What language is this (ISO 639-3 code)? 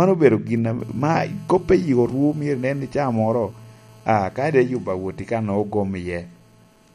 laj